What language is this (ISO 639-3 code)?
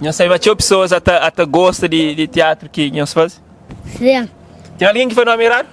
kea